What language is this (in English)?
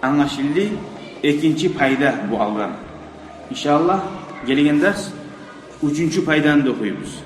Kumyk